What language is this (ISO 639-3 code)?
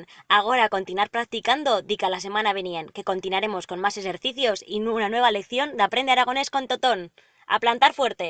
arg